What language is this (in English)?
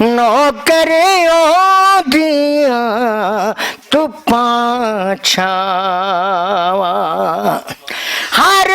Western Panjabi